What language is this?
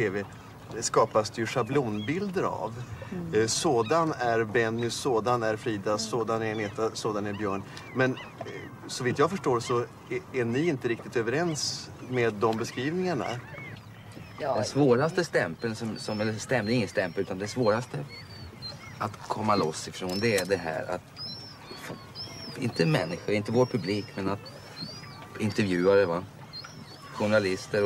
Swedish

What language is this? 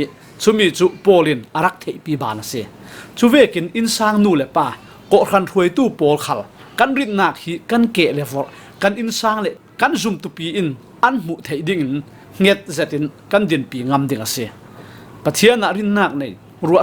Falam Chin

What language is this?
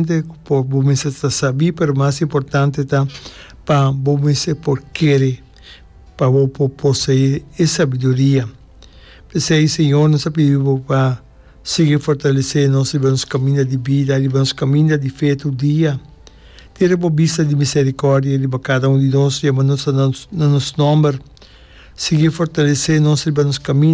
Papiamento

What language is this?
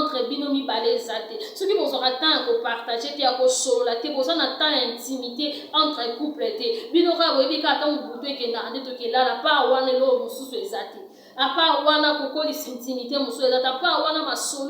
Lingala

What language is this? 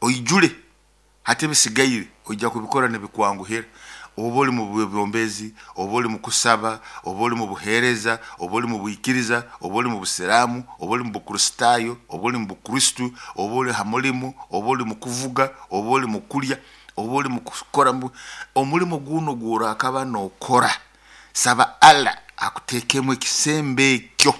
Nyoro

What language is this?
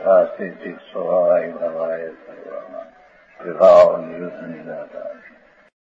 Gujarati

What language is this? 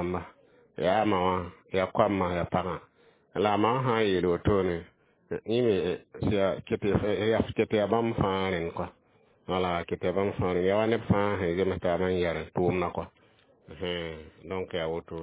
Mossi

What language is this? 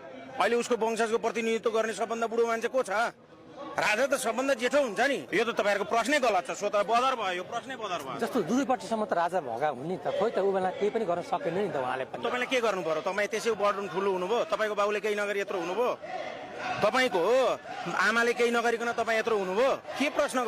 Nepali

